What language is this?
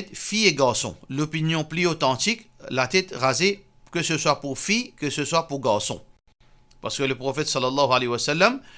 Morisyen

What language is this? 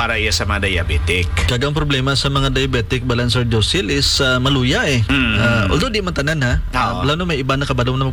Hiligaynon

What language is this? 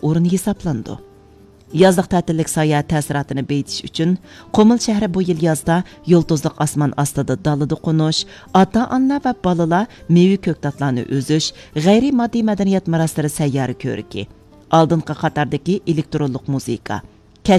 Uyghur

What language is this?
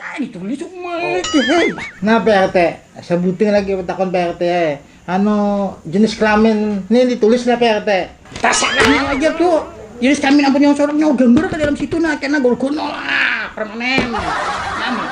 Banjar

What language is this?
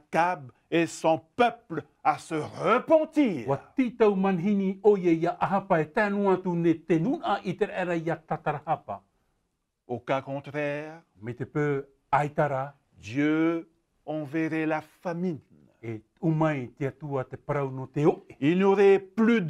Tahitian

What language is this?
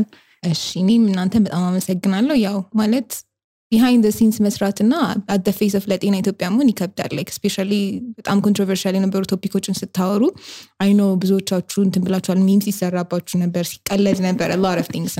Amharic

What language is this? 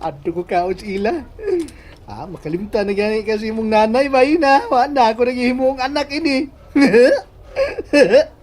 Cebuano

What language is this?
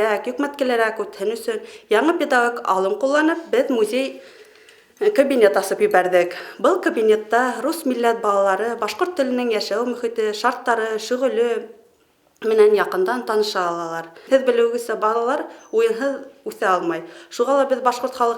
Bashkir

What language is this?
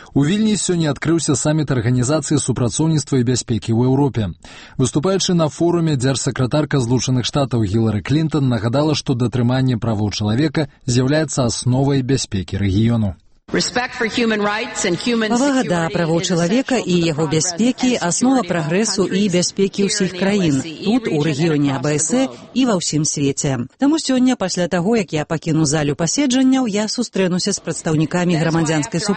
Belarusian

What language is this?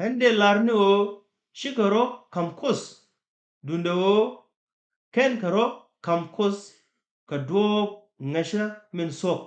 Nuer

